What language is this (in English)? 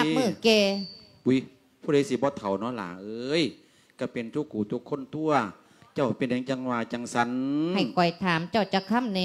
Lao